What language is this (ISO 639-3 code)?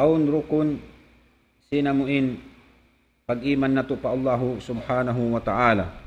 tsg